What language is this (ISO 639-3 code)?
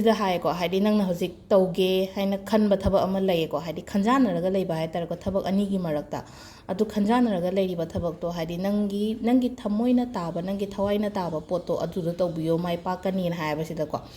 mni